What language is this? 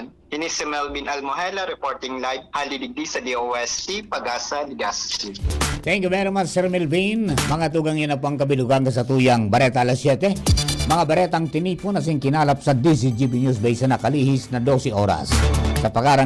Bikol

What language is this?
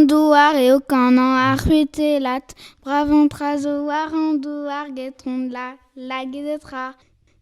Breton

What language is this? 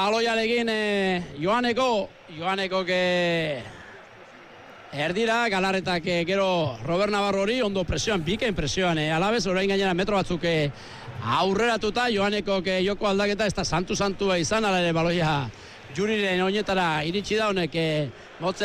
Basque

